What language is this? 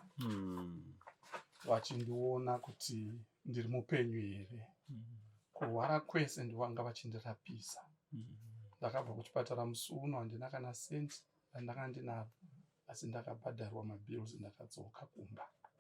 Shona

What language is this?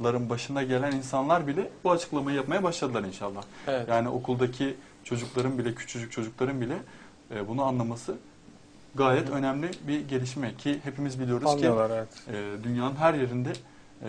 Turkish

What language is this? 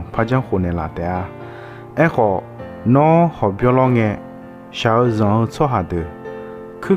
Akha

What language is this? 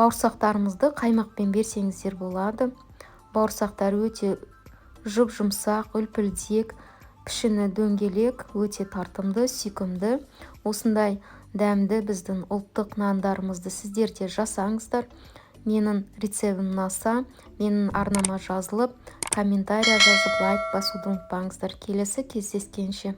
Kazakh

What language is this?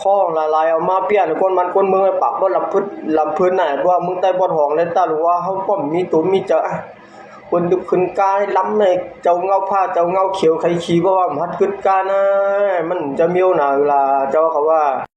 Shan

